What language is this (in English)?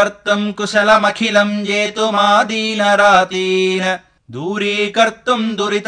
Sanskrit